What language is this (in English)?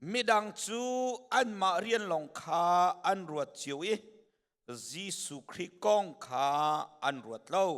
Hakha Chin